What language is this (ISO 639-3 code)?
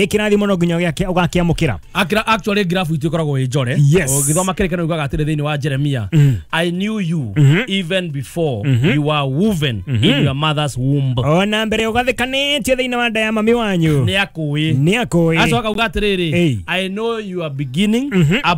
kik